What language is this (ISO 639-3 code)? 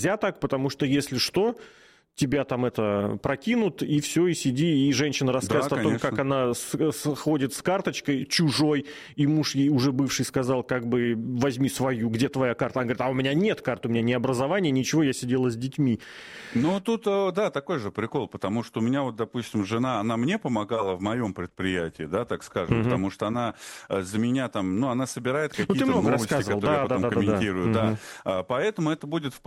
rus